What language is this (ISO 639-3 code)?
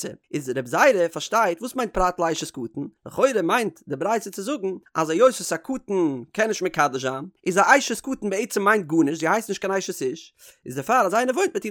yid